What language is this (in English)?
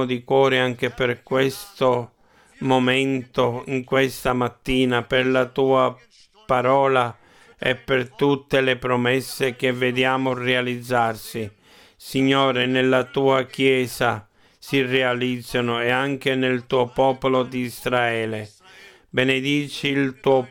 Italian